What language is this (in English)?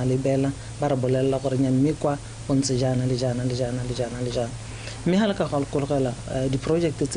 Tswana